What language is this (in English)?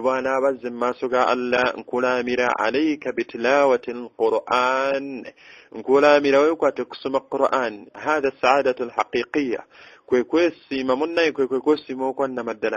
Ganda